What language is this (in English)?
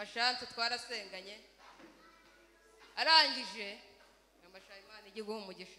Kinyarwanda